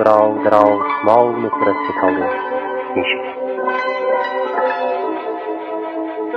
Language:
Persian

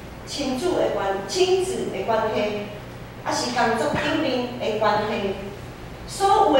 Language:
Min Nan Chinese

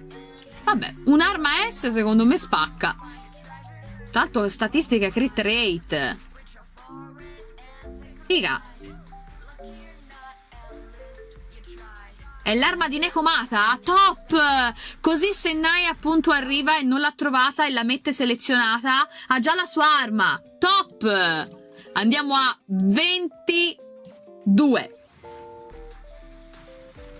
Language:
Italian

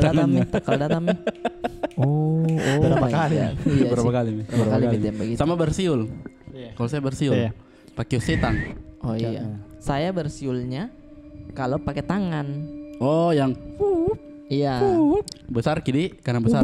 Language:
Makassar Malay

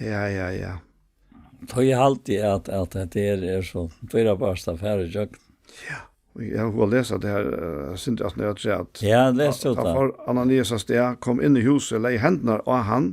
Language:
Faroese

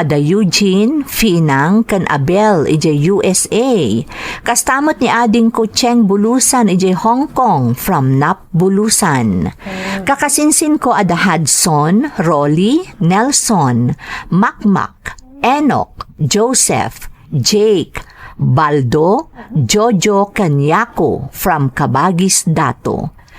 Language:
Iloko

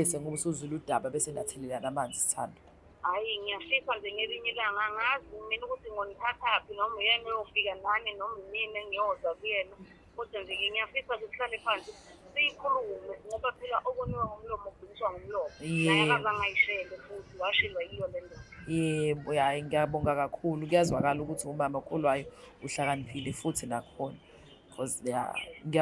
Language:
Zulu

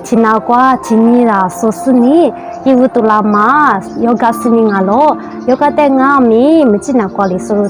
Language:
Lisu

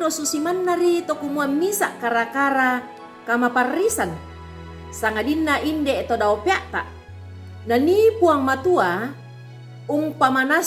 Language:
Toraja-Sa'dan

